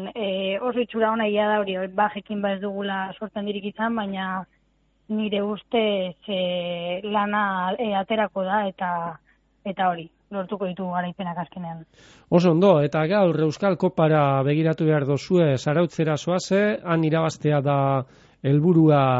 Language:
Basque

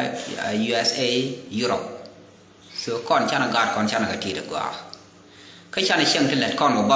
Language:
Nuer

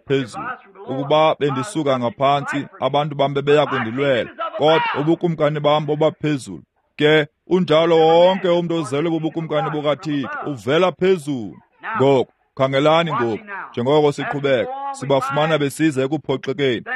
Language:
Xhosa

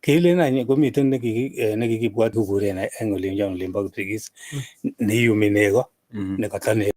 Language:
Kalenjin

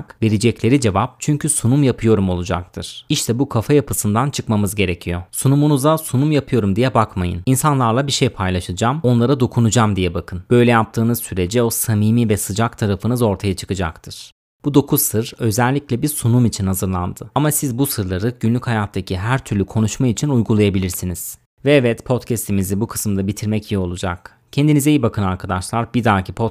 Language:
Turkish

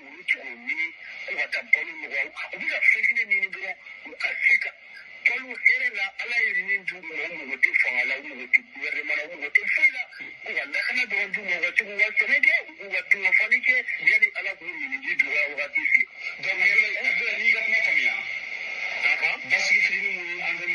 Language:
Bambara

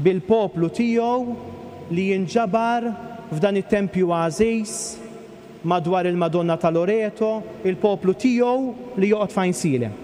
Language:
Maltese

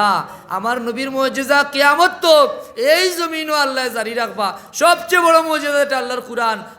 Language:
Sylheti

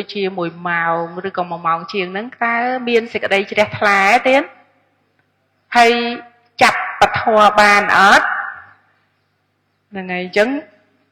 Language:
Khmer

